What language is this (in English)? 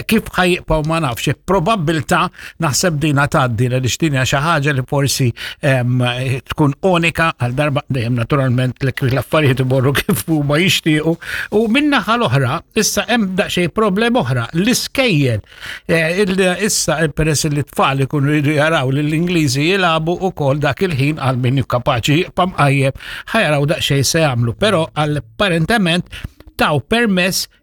Maltese